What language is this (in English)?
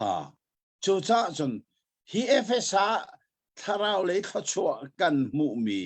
Hakha Chin